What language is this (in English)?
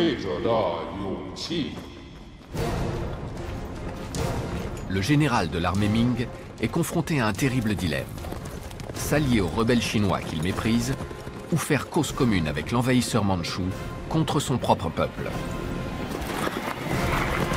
French